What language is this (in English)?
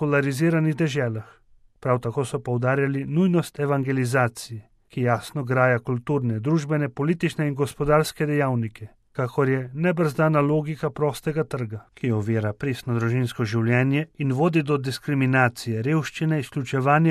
Slovenian